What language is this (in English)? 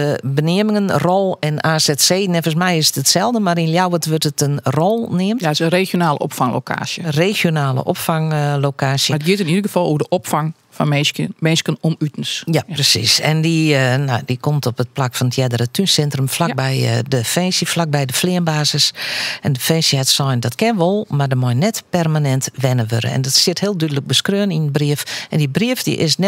Western Frisian